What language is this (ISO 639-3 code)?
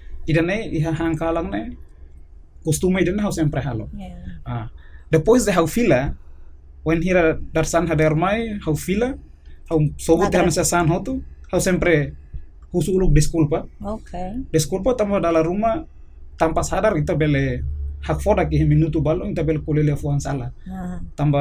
tet